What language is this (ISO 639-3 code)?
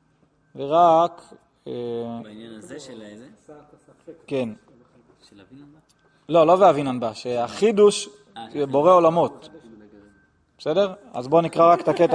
heb